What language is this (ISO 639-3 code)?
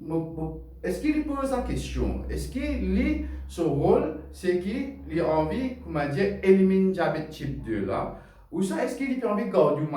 mfe